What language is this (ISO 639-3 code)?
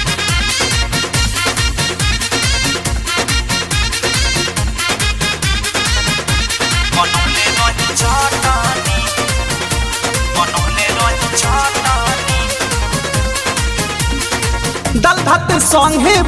bho